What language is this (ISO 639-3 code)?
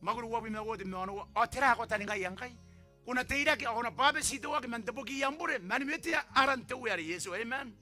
gil